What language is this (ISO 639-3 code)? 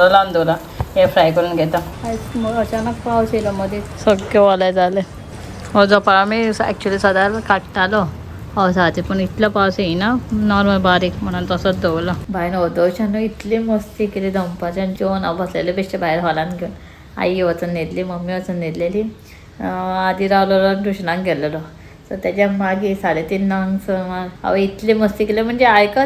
kok